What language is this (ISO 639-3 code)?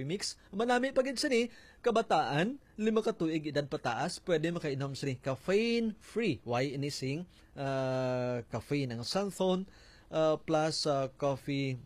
hil